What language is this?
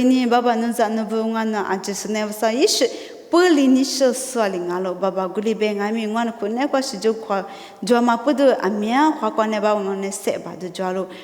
Lisu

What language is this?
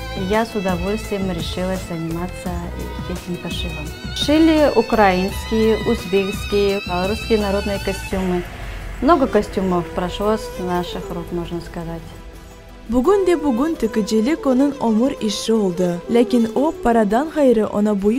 Crimean Tatar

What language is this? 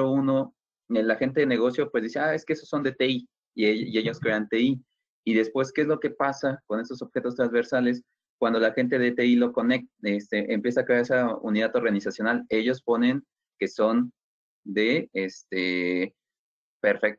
Spanish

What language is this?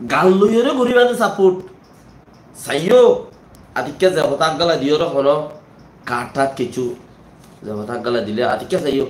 Rohingya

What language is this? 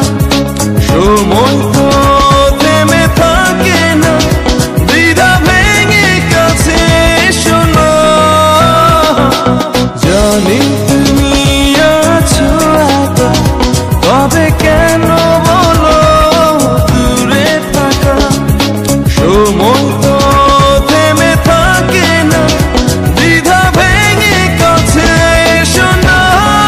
Bangla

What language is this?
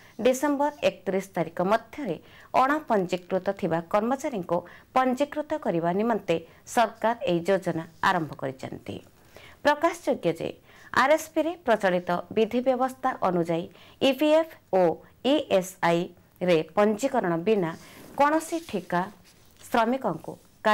Odia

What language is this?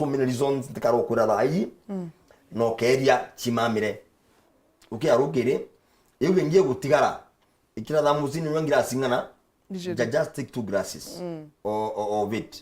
Meru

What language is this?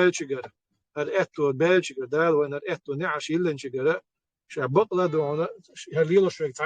Chechen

